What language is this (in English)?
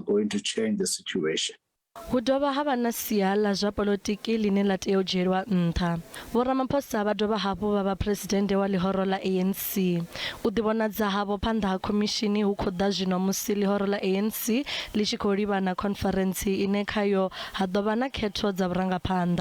Venda